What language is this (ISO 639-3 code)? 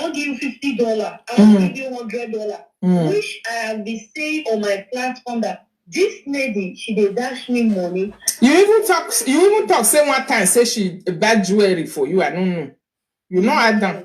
pcm